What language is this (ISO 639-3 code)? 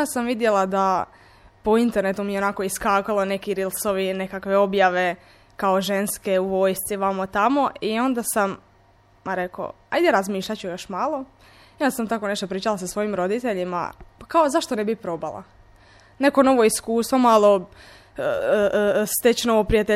hrv